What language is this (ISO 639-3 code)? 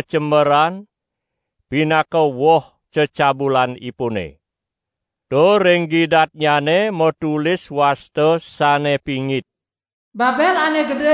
ban